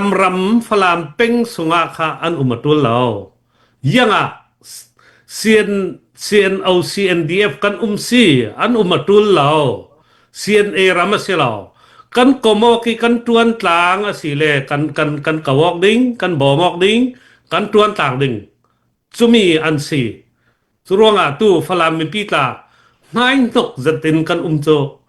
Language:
Falam Chin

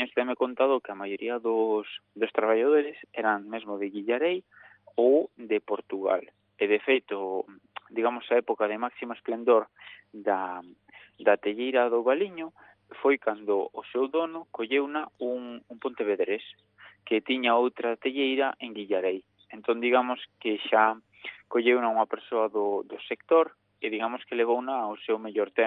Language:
Galician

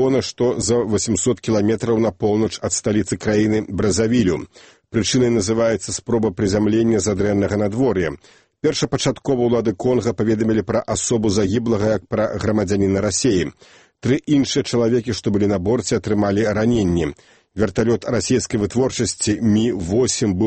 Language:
Belarusian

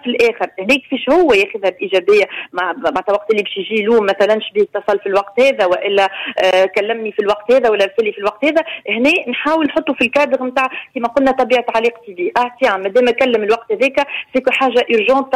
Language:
Tunisian Arabic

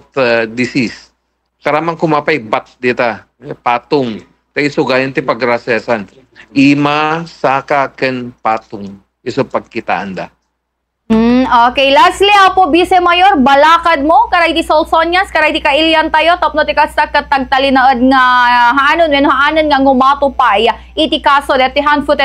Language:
Iloko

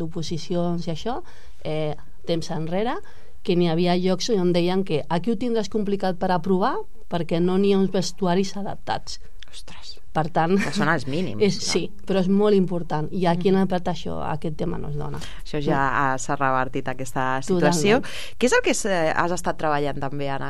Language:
Catalan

